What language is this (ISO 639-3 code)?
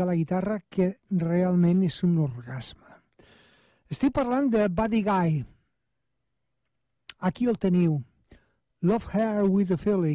cat